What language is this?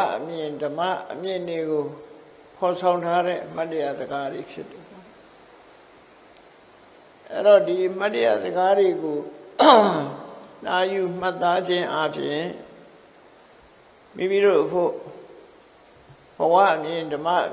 Burmese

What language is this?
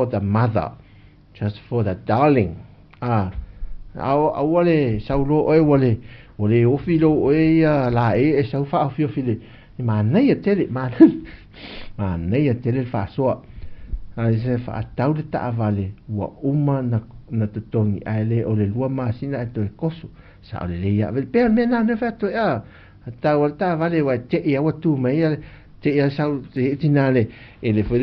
Samoan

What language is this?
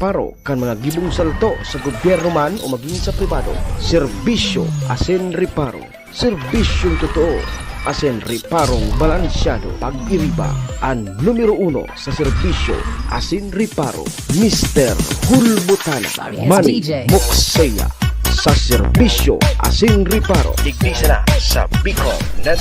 Bikol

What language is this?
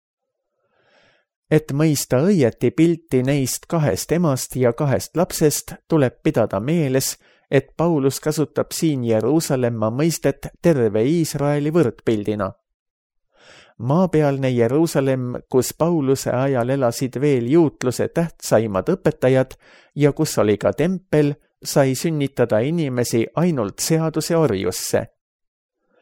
Estonian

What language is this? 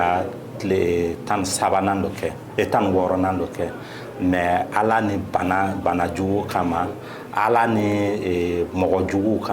Bambara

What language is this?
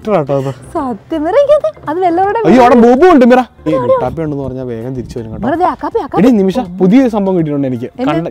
Malayalam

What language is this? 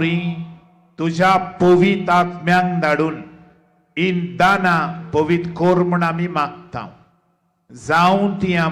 Konkani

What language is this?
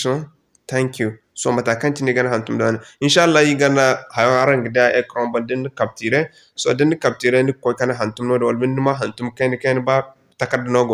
Zarma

